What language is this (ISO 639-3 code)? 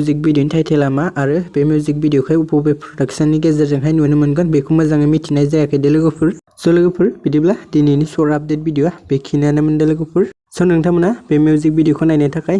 brx